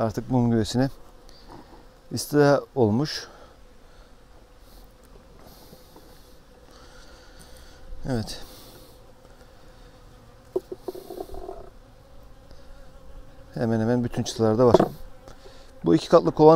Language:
Turkish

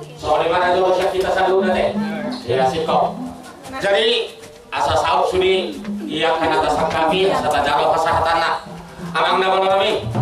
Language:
Batak Toba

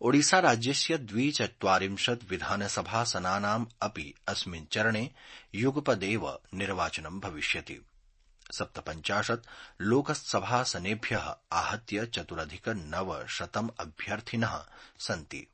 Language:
Sanskrit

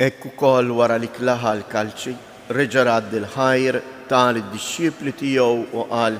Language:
Maltese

